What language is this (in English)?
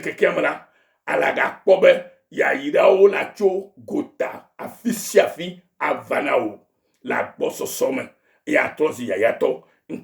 Ewe